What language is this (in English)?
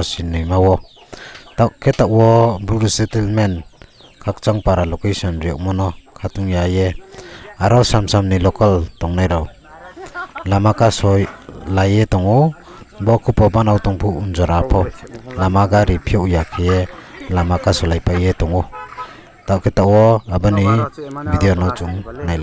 Riang (India)